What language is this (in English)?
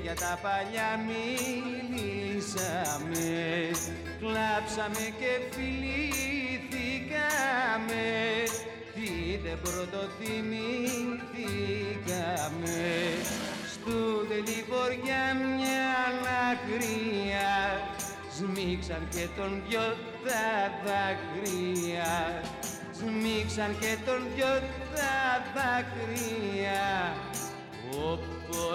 Greek